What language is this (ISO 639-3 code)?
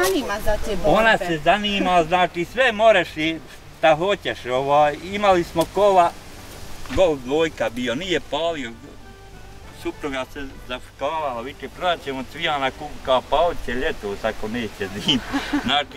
bos